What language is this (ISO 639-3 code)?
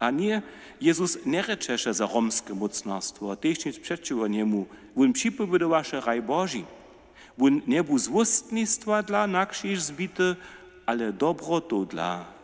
hsb